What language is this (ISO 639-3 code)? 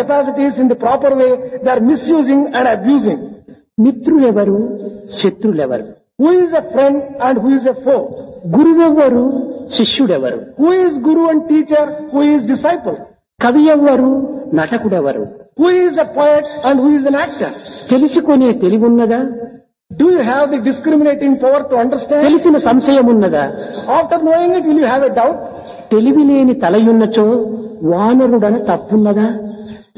tel